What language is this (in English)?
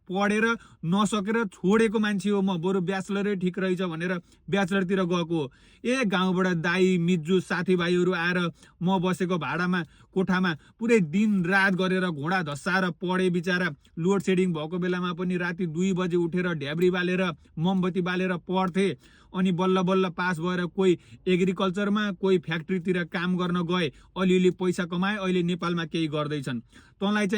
Nepali